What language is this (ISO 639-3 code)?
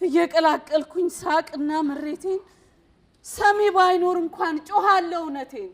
amh